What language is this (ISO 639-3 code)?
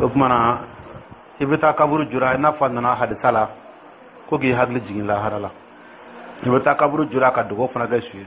dyu